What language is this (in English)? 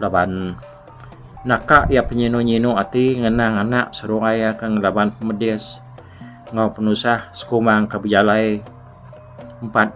Iban